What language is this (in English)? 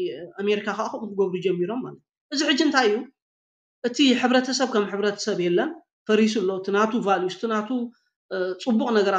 Tigrinya